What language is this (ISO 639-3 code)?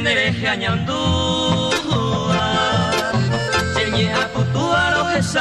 grn